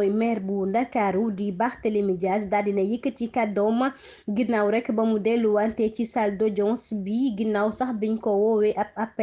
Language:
Wolof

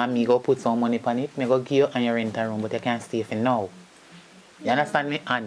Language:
Jamaican Creole English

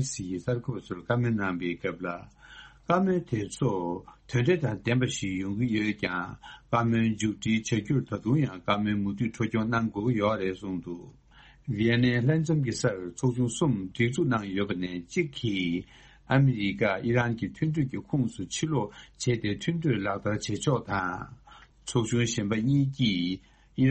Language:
Tibetan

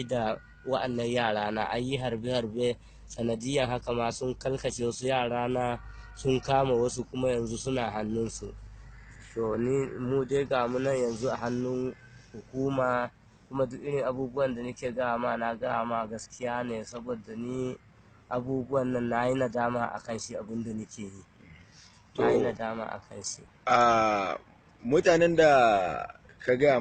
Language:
Hausa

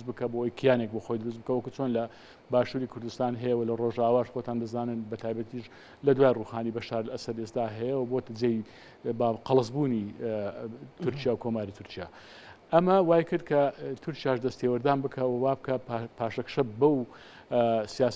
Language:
Central Kurdish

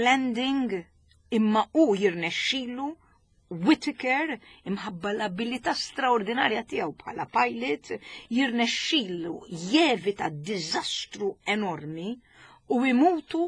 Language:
Maltese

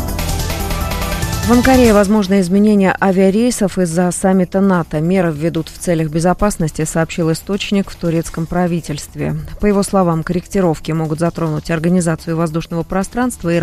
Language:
Russian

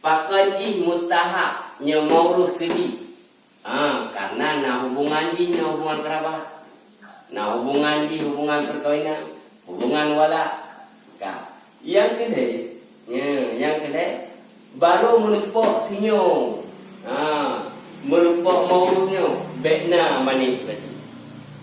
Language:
Achinese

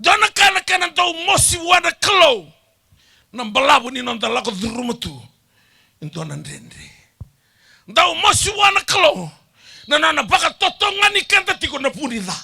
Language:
Fijian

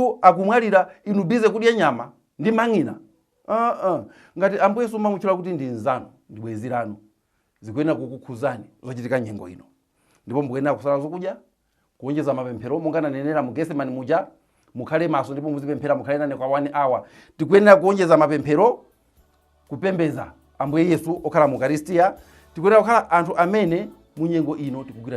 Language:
Nyanja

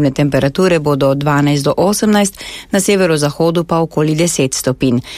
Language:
Slovenian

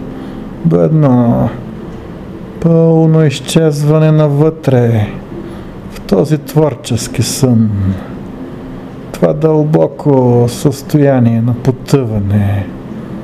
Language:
Bulgarian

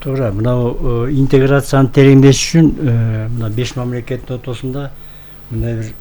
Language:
Kyrgyz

